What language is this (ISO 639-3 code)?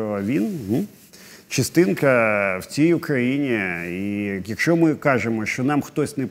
ukr